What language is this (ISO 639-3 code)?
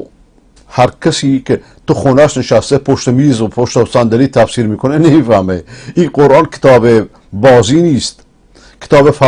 fas